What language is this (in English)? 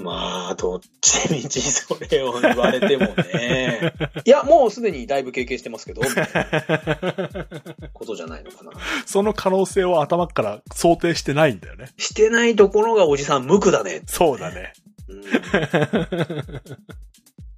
Japanese